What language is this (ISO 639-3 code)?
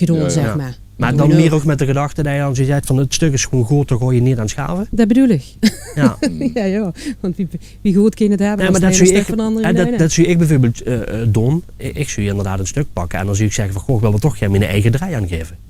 lim